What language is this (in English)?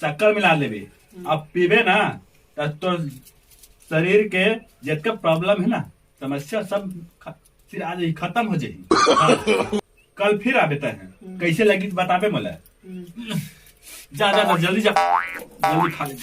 Chhattisgarhi